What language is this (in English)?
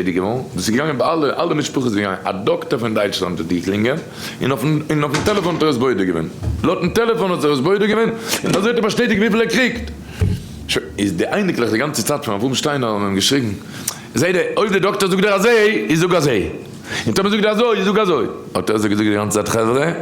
Yiddish